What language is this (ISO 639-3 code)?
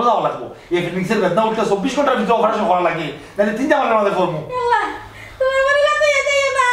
syl